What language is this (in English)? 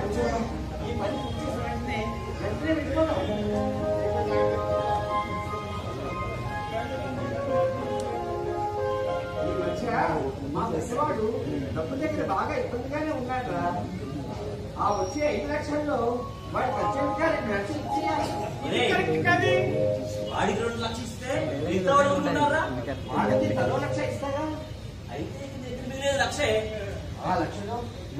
Telugu